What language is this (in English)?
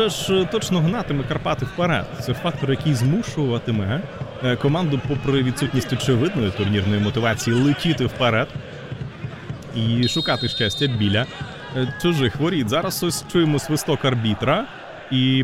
Ukrainian